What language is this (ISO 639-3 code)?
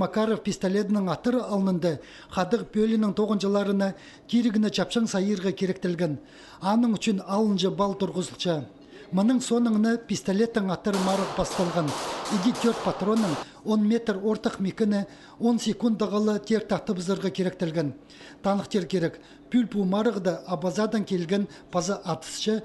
kjh